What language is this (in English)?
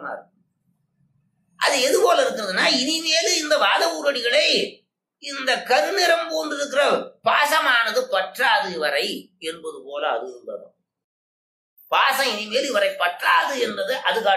Tamil